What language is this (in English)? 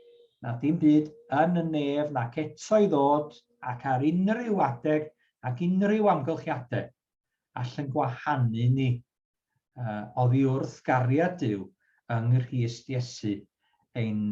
Welsh